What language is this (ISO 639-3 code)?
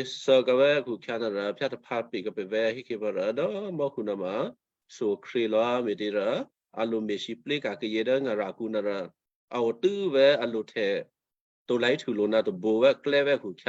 kyu